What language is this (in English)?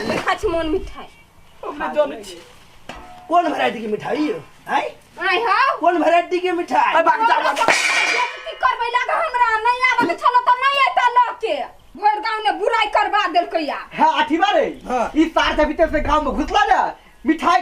Maithili